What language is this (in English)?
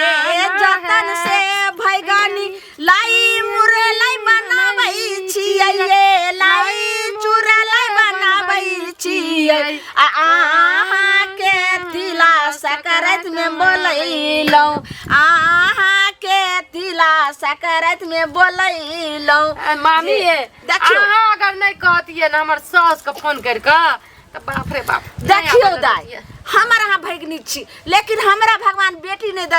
Maithili